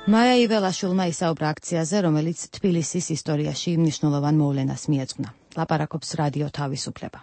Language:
Georgian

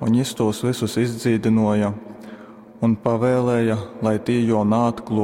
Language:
Latgalian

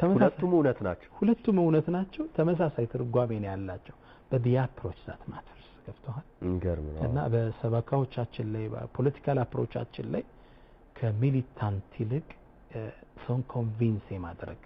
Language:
Amharic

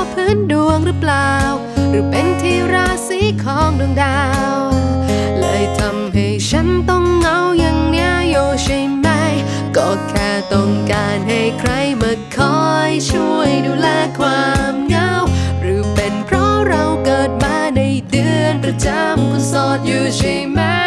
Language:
Thai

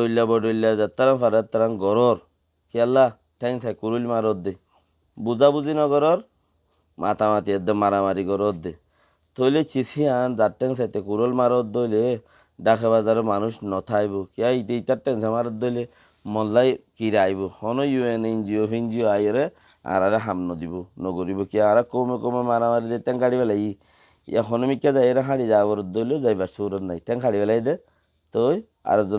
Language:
Rohingya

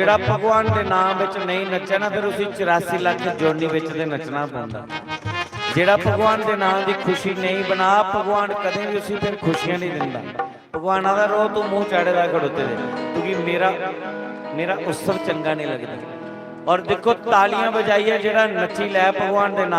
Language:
Dogri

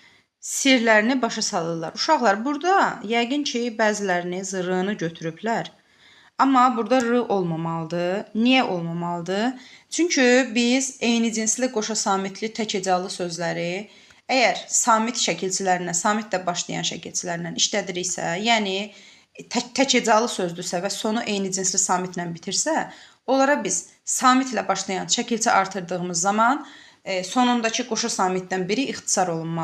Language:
Azerbaijani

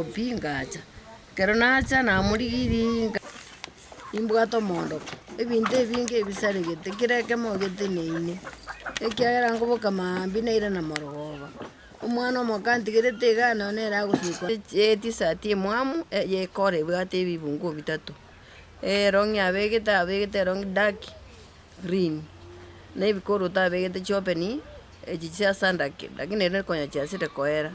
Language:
Gusii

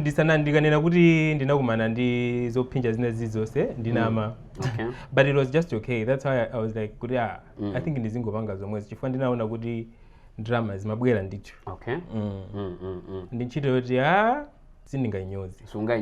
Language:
Nyanja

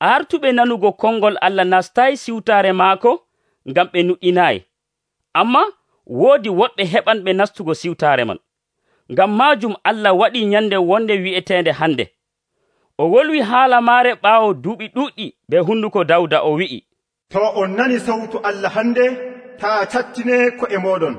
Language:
Nigerian Fulfulde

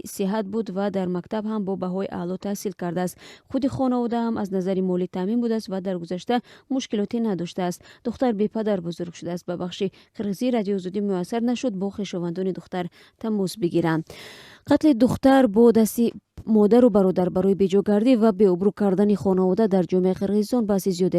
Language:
Tajik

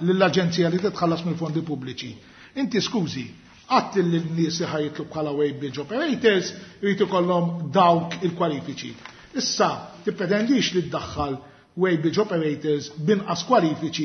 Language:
Maltese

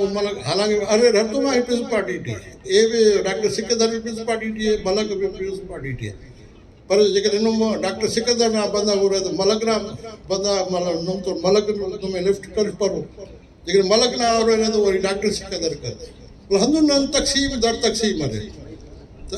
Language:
Brahui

